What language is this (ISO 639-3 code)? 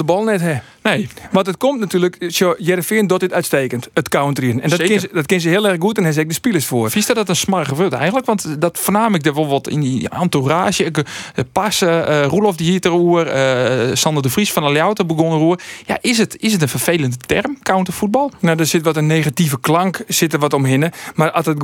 fry